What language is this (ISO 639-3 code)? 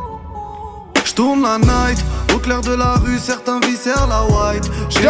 slk